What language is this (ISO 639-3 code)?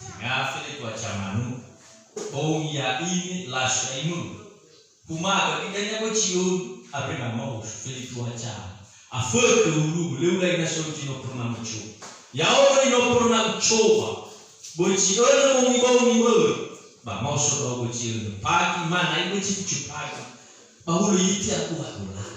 nia